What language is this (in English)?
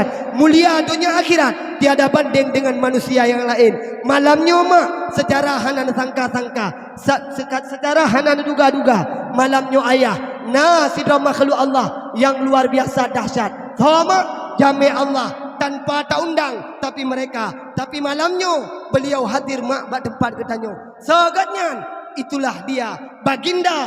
Achinese